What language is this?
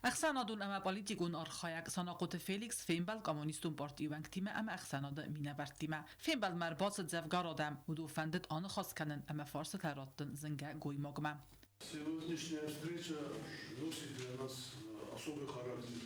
Ossetic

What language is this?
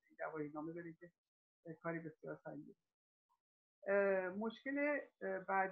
Persian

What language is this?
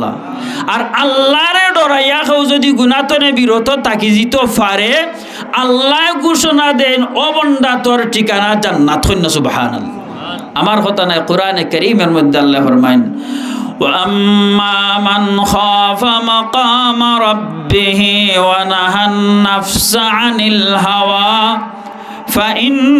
Sylheti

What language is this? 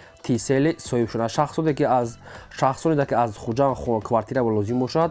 Tajik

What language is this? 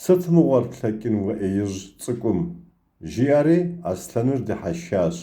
Kabardian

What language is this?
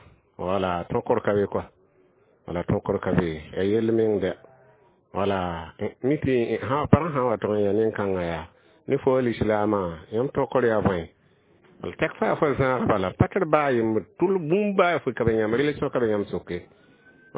Mossi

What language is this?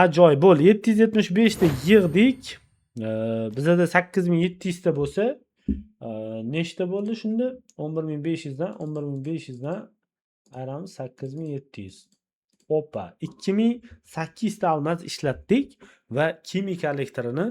Uzbek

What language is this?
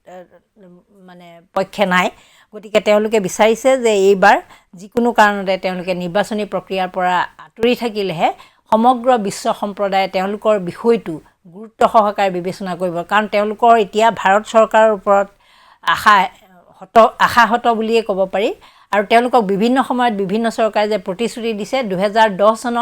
Assamese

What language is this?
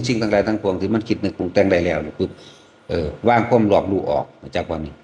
Northeastern Thai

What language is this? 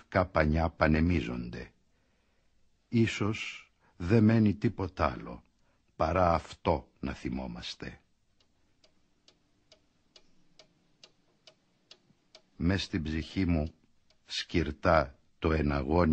Greek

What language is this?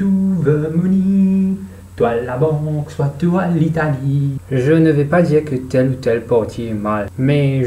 Morisyen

